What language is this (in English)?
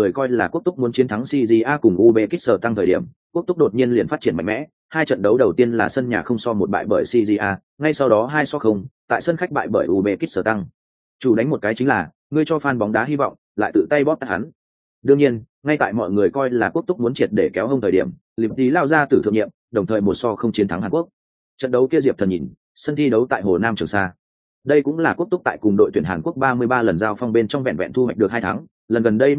Vietnamese